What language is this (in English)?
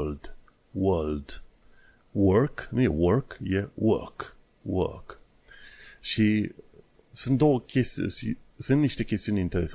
Romanian